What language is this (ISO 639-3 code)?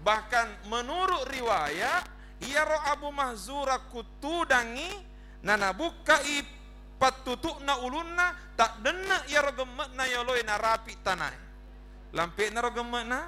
bug